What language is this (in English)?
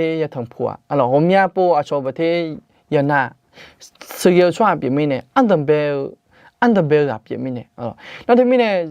Akha